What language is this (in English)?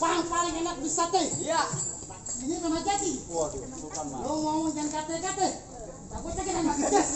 Betawi